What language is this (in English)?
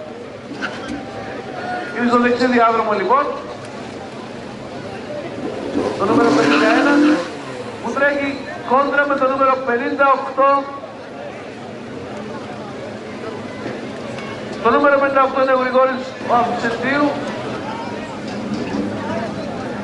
Greek